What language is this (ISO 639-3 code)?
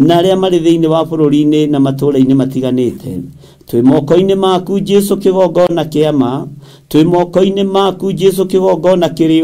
kik